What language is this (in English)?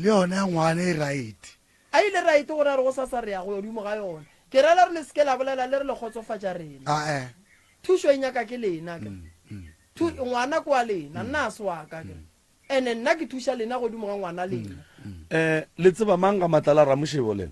Northern Sotho